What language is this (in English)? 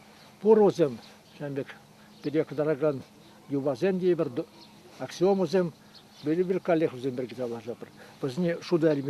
Chuvash